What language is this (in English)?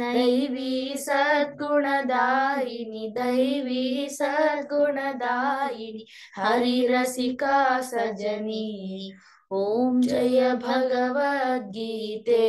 Sanskrit